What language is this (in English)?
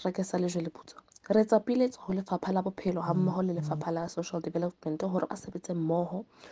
Southern Sotho